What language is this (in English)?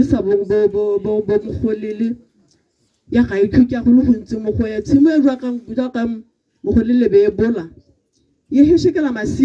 Tswana